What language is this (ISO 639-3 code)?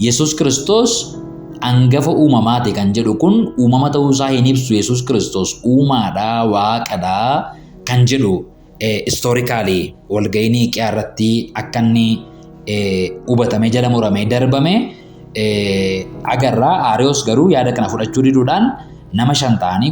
orm